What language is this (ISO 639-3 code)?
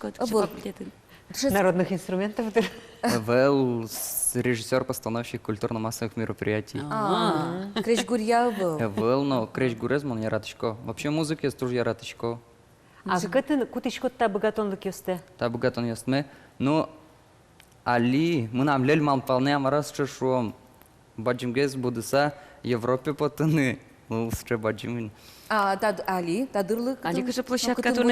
udm